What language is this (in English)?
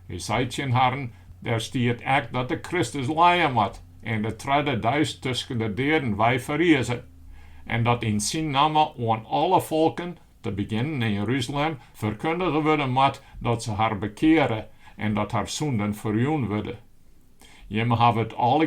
Western Frisian